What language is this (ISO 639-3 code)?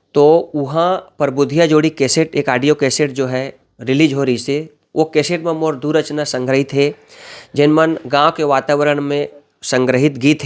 hne